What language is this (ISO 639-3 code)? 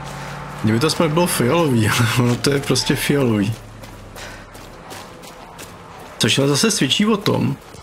ces